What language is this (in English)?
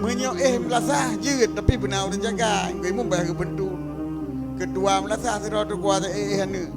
Achinese